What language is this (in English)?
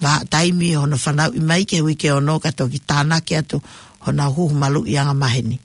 Tongan